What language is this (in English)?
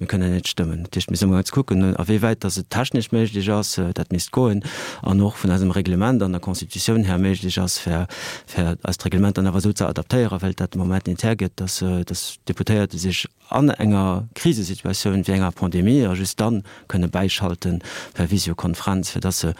Luxembourgish